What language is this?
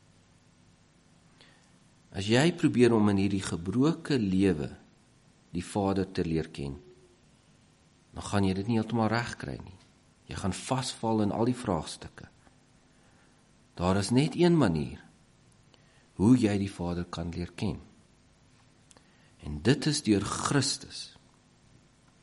Afrikaans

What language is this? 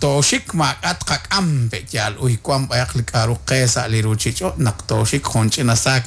Kekchí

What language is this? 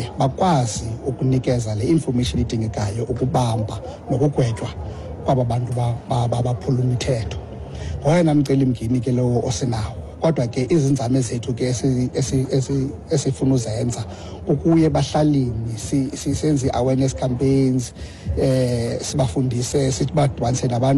Xhosa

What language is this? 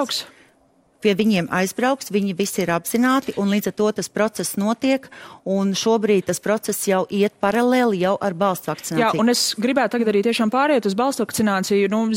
Latvian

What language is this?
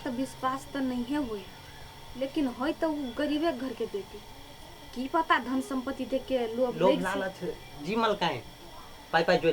Maithili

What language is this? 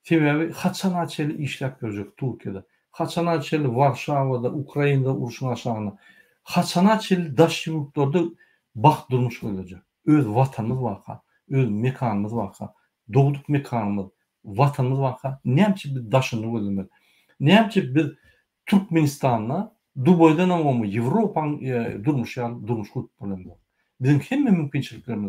Turkmen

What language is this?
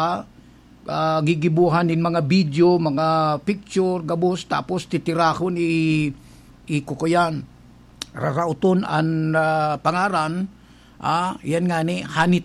Bikol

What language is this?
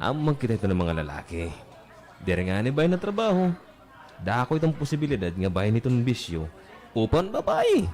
Waray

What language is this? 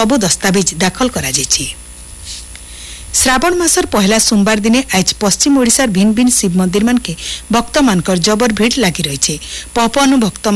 Odia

